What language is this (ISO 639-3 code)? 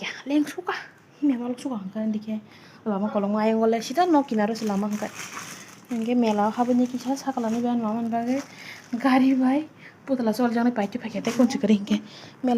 trp